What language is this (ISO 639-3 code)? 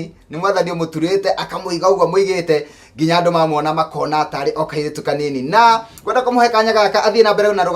kik